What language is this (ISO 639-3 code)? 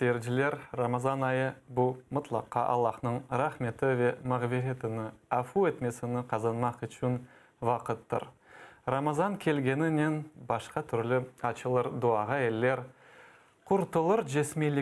crh